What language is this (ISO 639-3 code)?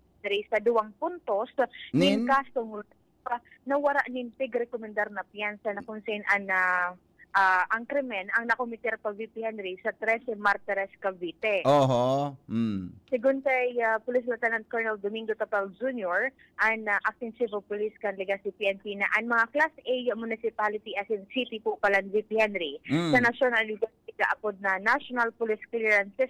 bik